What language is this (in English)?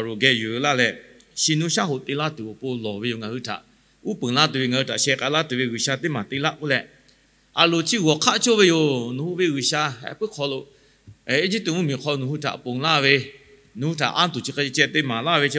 Lahu